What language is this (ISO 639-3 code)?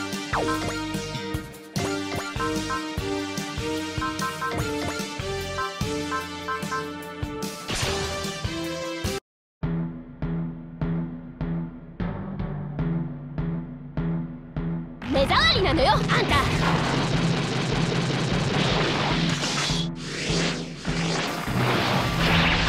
jpn